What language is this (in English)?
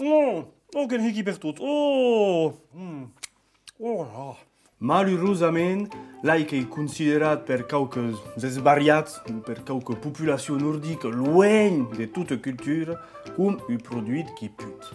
Occitan